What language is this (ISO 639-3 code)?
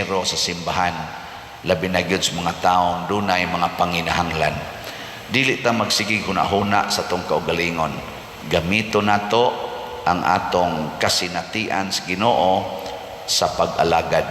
ceb